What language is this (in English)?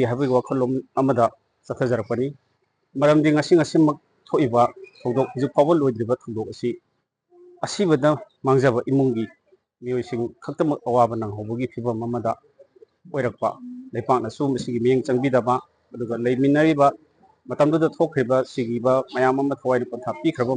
Manipuri